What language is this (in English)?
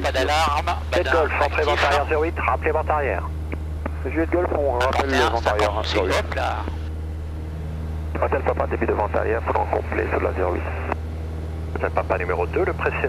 French